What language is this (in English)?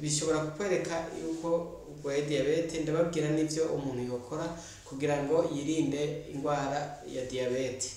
Rundi